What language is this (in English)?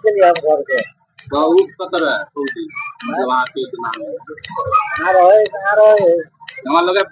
Maithili